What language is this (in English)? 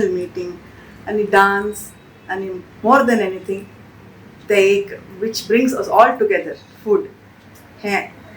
Konkani